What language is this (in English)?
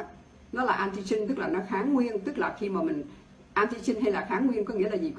Vietnamese